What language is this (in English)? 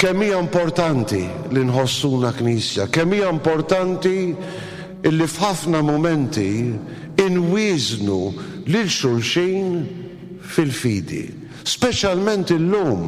Maltese